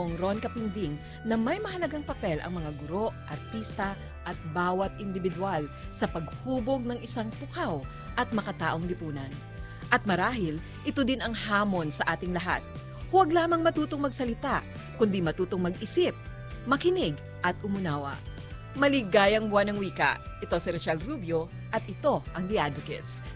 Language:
Filipino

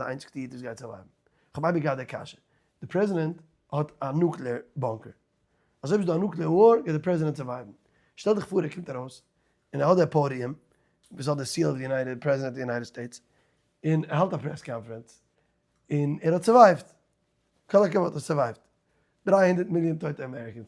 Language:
Yiddish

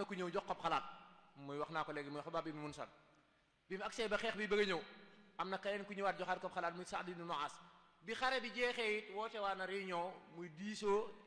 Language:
Wolof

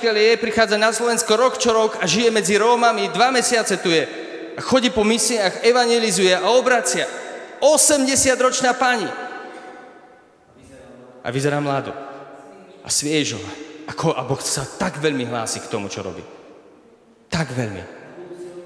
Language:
Slovak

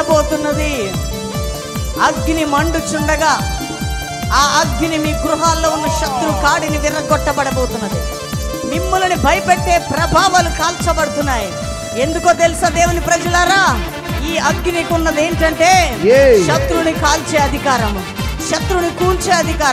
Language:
Telugu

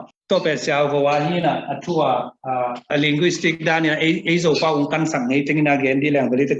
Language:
Tedim Chin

